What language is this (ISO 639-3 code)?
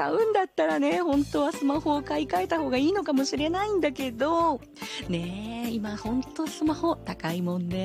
jpn